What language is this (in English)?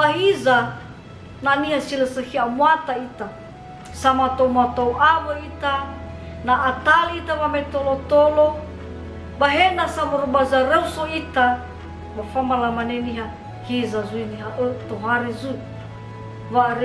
Nias